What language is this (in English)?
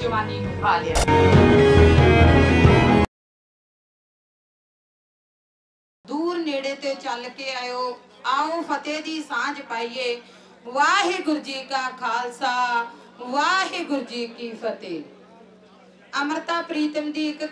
Punjabi